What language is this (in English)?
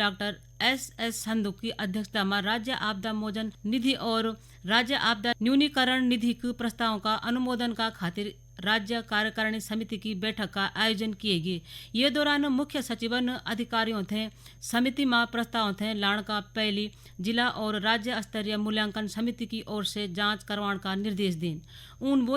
Garhwali